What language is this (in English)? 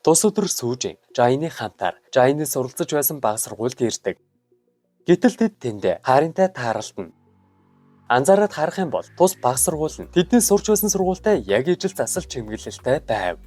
Mongolian